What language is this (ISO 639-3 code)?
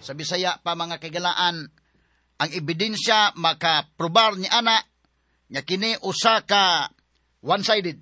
ceb